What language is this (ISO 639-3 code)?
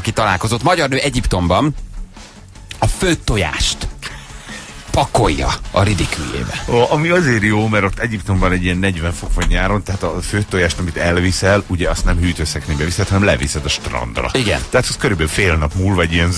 hun